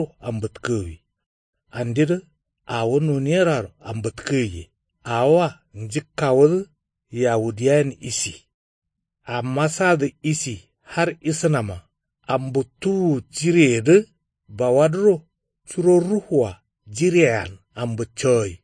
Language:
Kanuri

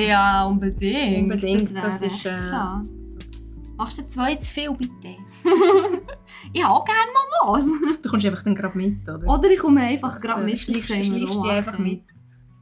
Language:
Swiss German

